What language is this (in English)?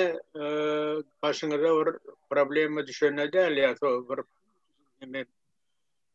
Turkmen